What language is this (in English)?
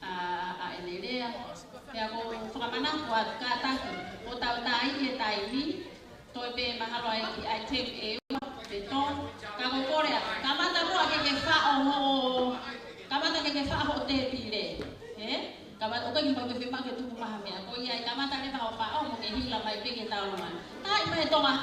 Tongan